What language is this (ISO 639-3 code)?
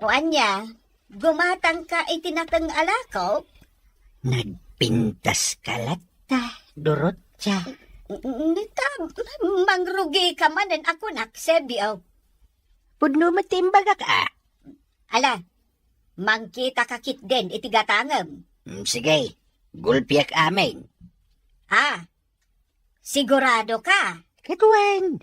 ilo